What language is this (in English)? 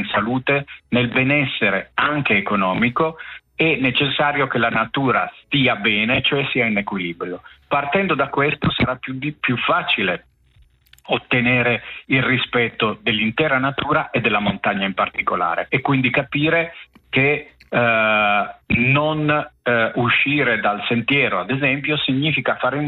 Italian